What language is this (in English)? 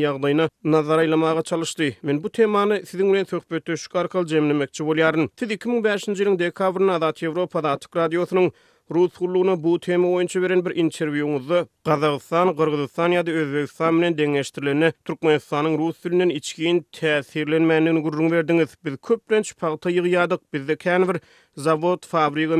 Turkmen